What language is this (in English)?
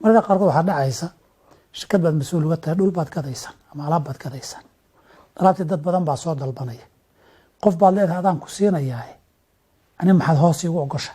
Somali